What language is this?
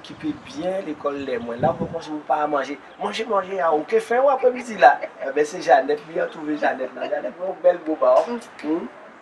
Guadeloupean Creole French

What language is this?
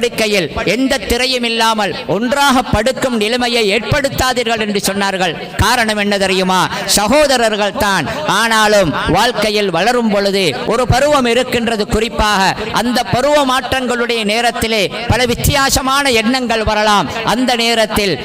Tamil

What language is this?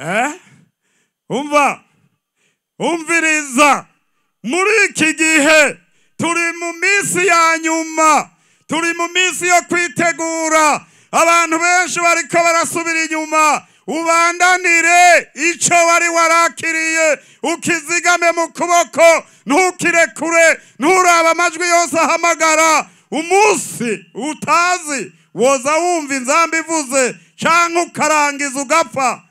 Rundi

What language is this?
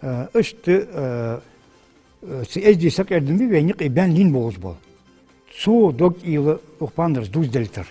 Ingush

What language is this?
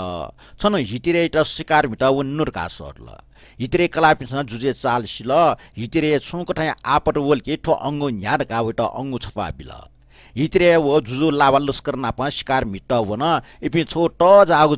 Newari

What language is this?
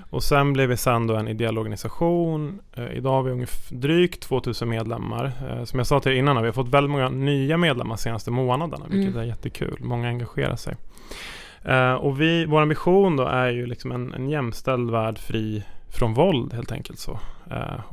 Swedish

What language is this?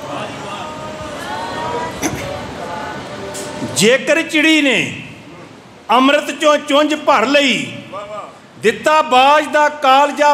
Punjabi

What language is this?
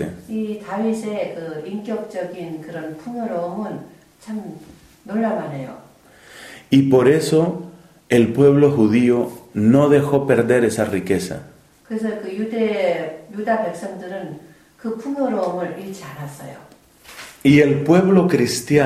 Korean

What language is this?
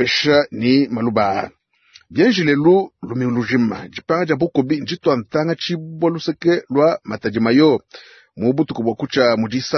Luba-Lulua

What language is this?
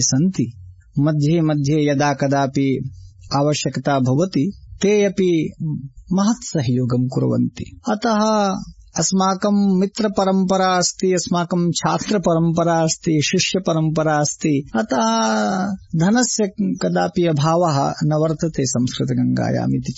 Sanskrit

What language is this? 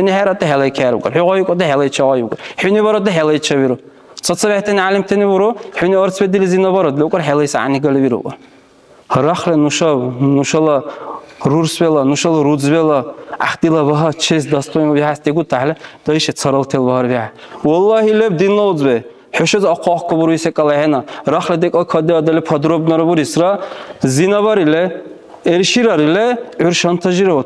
Dargwa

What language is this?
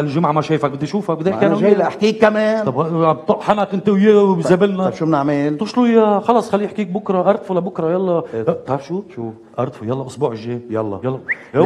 North Levantine Arabic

